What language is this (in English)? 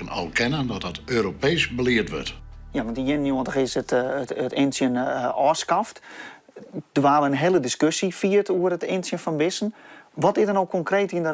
Western Frisian